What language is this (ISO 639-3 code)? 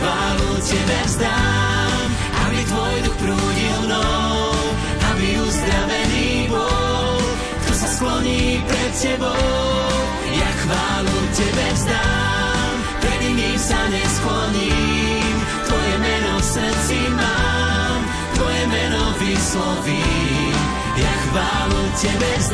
slk